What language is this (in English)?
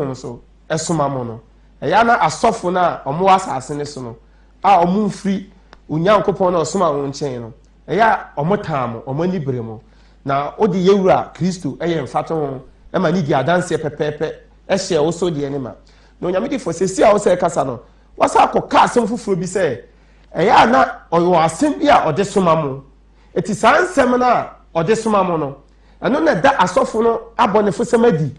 Akan